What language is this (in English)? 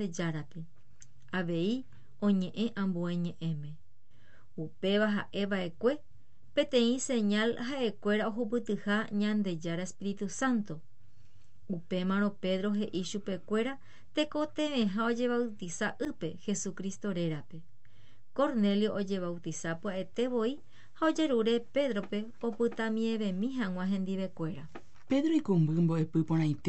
Guarani